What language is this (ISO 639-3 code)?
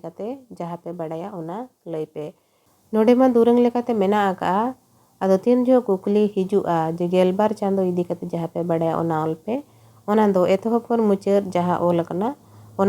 sat